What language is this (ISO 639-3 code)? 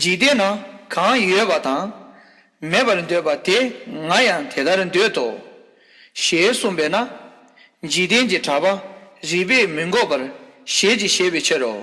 bod